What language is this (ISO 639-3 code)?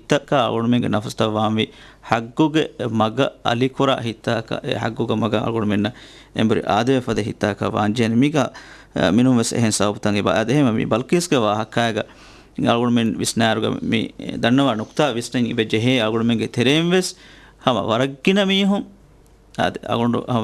div